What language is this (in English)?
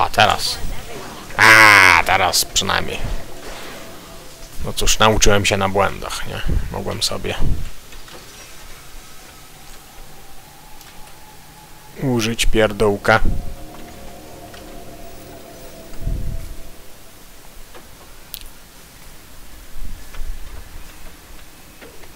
Polish